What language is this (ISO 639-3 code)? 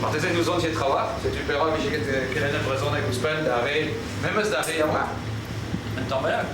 bre